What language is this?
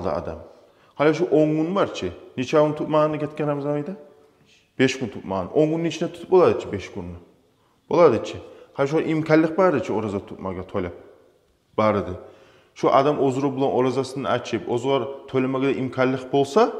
Kumyk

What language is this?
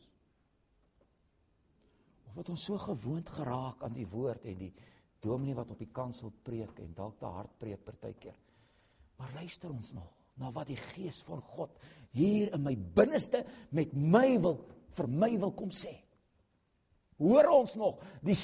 Afrikaans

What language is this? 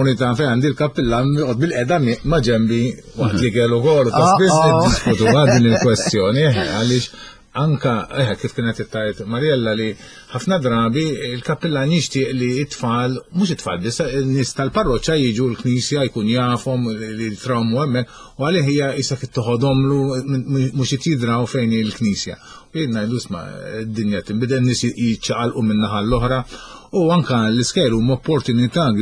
Maltese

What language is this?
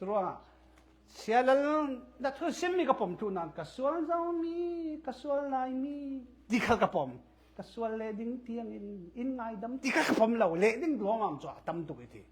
Falam Chin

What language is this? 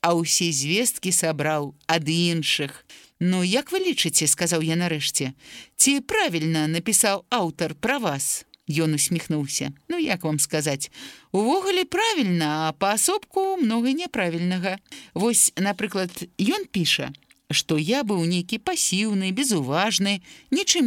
Belarusian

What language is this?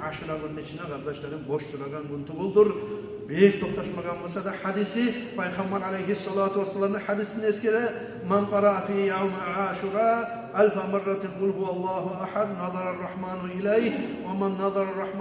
Kumyk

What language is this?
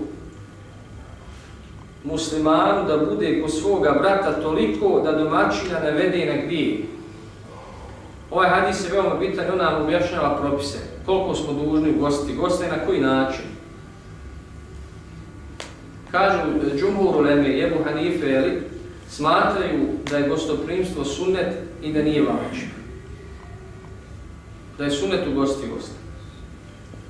Bosnian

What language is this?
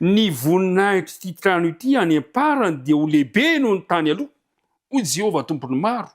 Malagasy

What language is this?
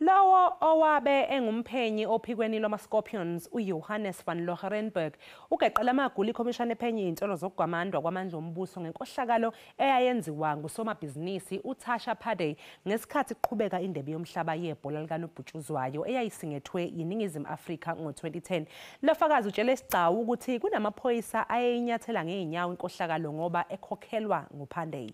Zulu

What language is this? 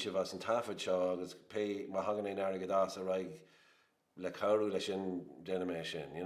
Irish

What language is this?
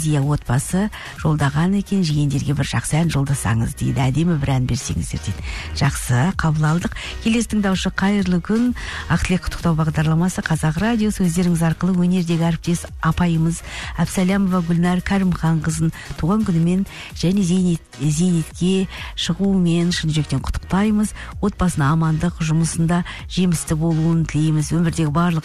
Kazakh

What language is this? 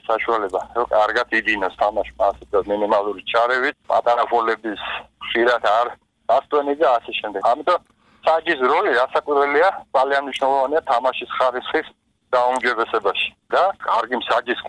Georgian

